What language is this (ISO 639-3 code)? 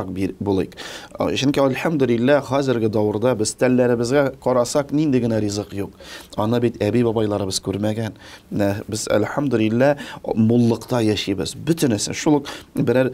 tat